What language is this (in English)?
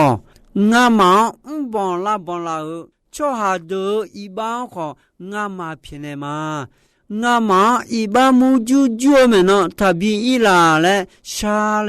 Akha